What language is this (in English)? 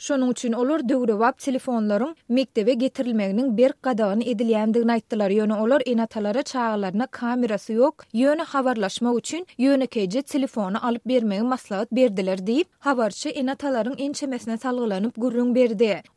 Turkmen